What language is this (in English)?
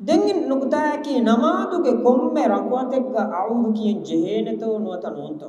Divehi